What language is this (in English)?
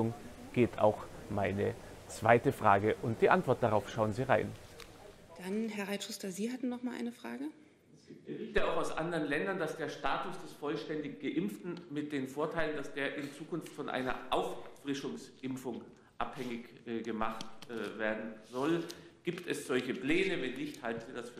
German